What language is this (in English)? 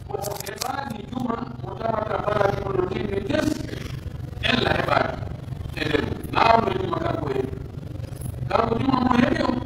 Pular